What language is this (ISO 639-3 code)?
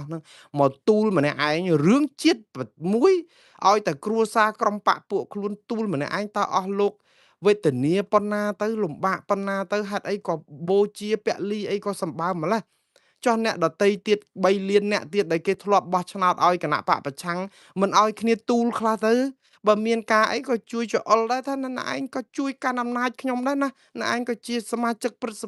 khm